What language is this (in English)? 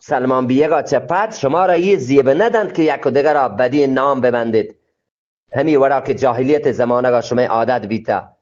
Eastern Balochi